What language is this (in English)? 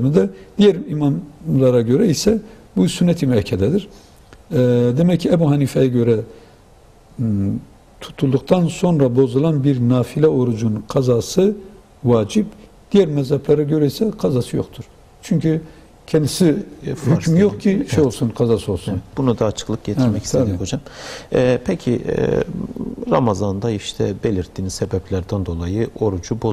Turkish